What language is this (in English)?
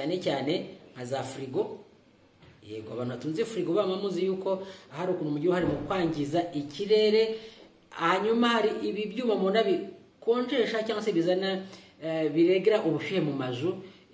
Kinyarwanda